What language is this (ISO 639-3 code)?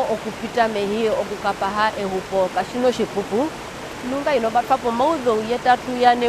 her